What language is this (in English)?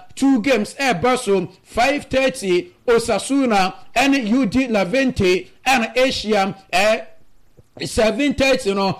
Akan